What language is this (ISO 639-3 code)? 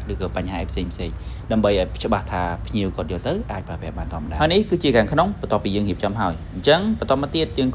khm